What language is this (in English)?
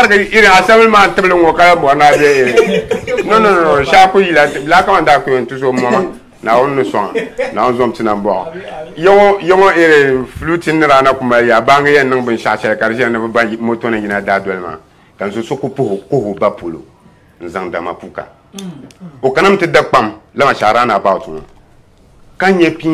Dagbani